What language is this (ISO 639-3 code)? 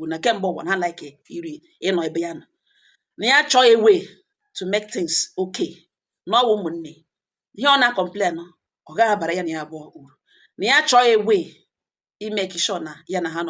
ibo